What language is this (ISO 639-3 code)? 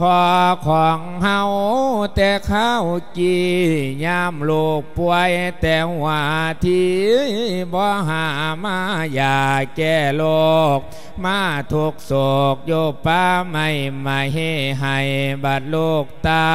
lao